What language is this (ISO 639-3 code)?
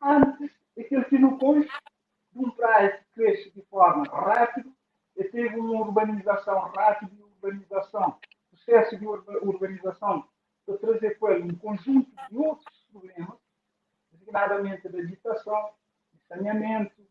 kea